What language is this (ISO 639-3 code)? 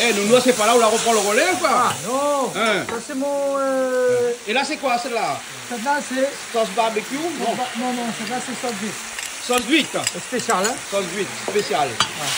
rcf